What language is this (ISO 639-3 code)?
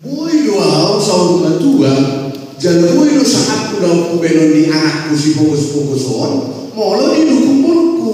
bbc